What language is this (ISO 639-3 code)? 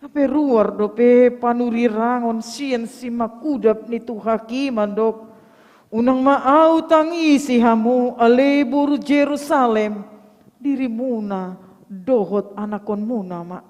bbc